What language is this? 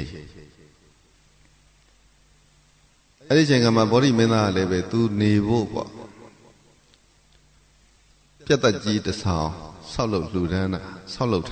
Burmese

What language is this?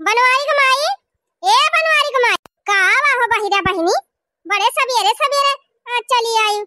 Awadhi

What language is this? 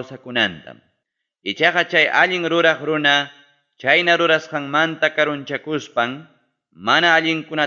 Ayacucho Quechua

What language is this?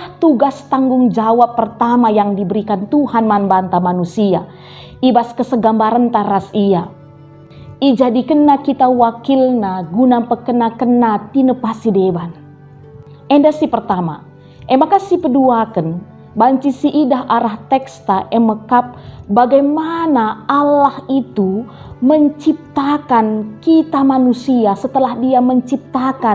Batak Karo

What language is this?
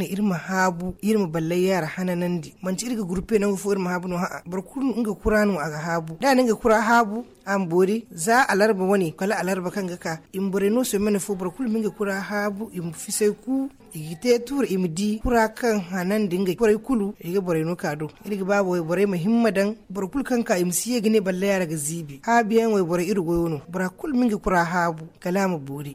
Zarma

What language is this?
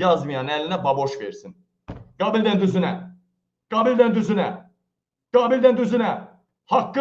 Azerbaijani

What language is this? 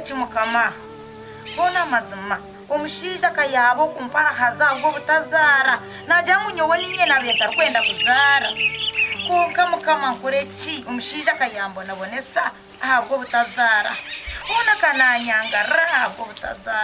Nyankole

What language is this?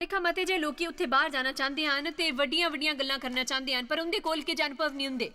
Dogri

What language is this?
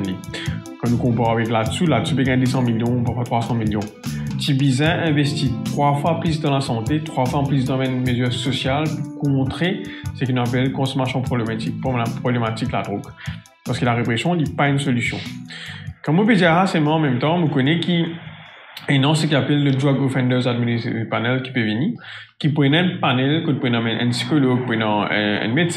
Morisyen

